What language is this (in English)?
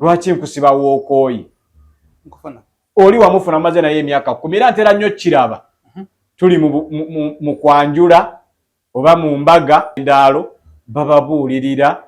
Ganda